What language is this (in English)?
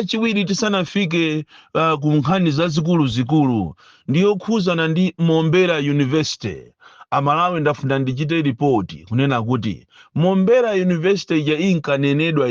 Nyanja